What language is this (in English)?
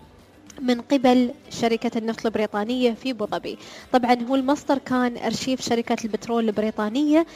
Gulf Arabic